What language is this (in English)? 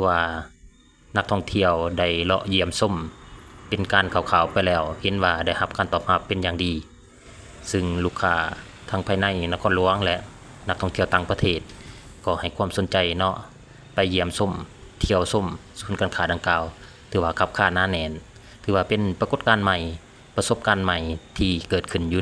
Lao